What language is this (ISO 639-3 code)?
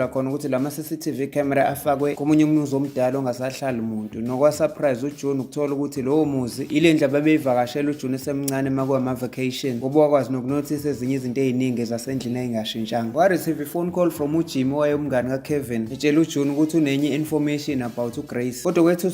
zul